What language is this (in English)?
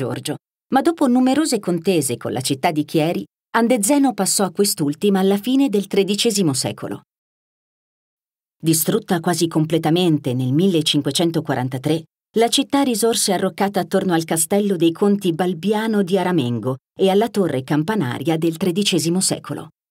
Italian